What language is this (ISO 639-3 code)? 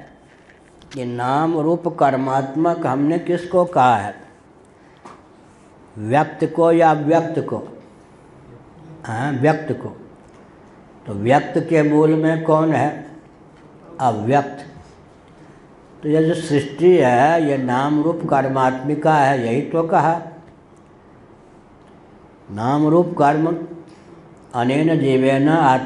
hin